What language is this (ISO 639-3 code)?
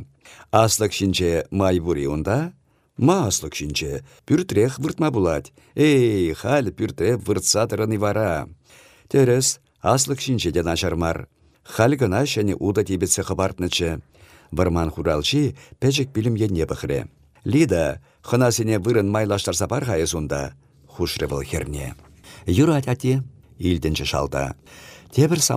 chv